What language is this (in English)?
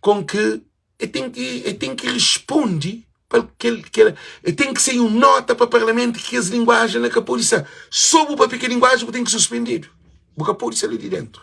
Kabuverdianu